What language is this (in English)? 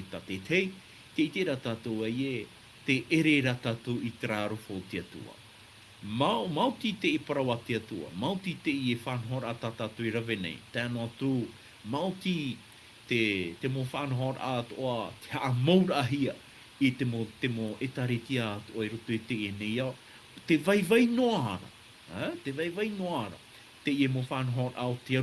Tahitian